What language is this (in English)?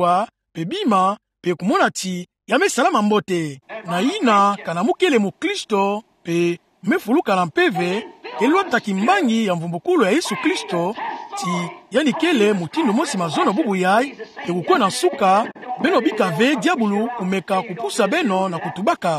Kituba (Democratic Republic of Congo)